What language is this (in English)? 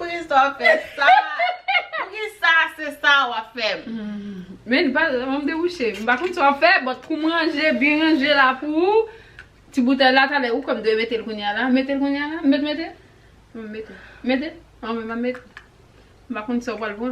Haitian Creole